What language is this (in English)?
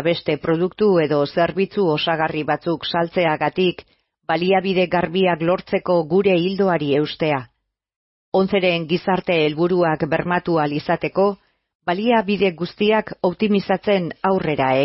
Basque